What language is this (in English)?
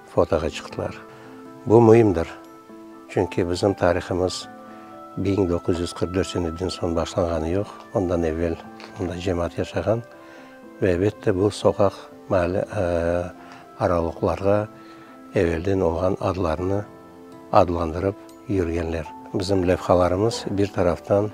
Crimean Tatar